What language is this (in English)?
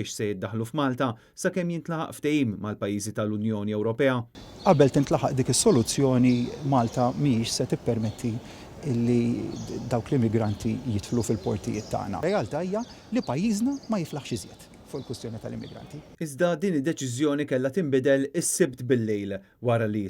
Maltese